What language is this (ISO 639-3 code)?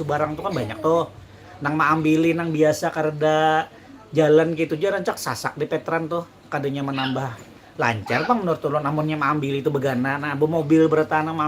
bjn